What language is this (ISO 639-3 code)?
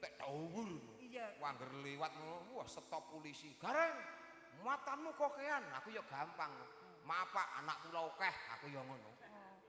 jav